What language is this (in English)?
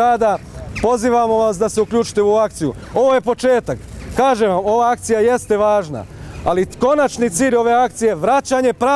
Bosnian